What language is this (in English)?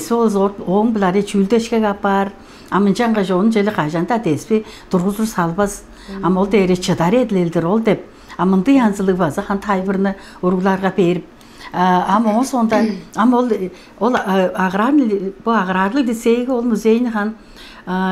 Tuvinian